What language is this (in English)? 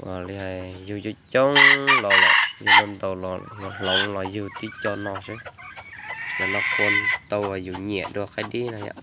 Hmong